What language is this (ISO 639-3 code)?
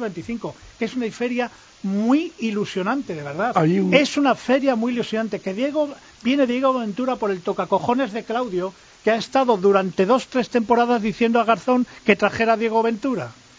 spa